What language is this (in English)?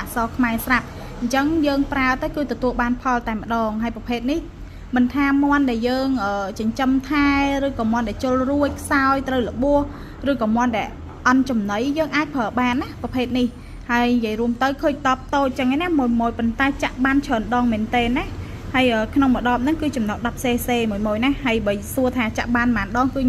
Khmer